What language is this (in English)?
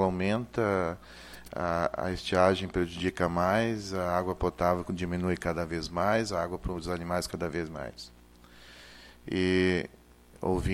Portuguese